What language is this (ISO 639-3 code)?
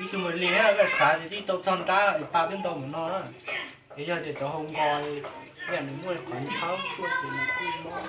hmn